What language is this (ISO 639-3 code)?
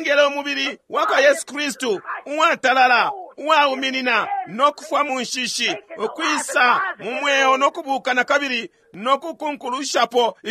bem